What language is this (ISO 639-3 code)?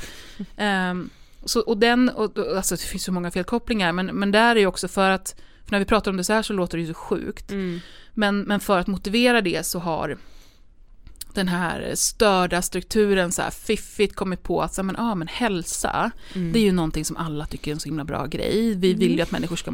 swe